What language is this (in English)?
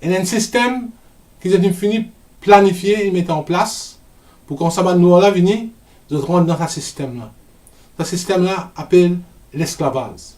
Morisyen